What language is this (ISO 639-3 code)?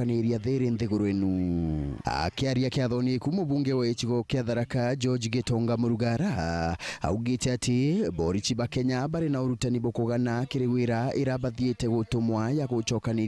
mer